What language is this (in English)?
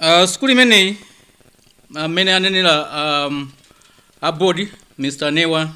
Nyanja